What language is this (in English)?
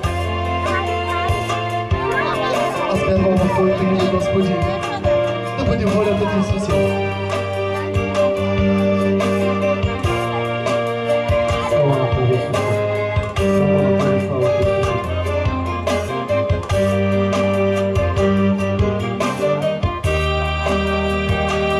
Bulgarian